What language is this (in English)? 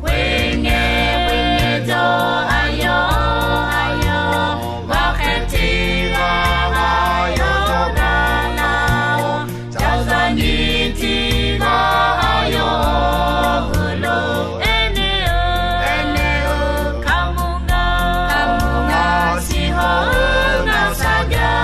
Akha